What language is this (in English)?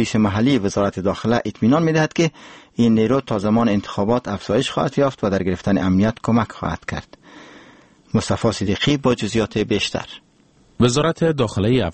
Persian